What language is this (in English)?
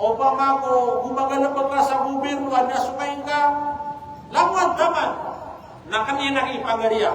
Maranao